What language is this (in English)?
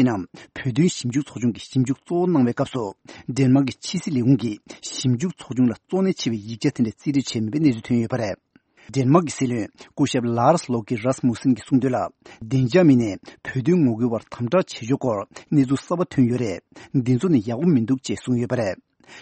Tibetan